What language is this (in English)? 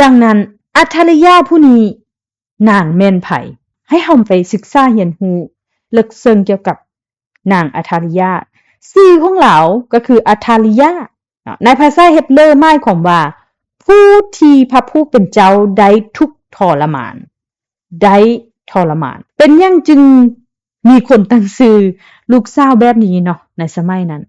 Lao